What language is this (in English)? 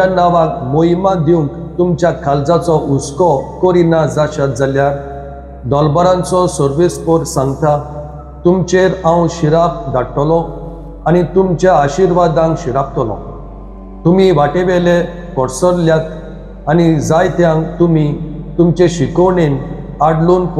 Konkani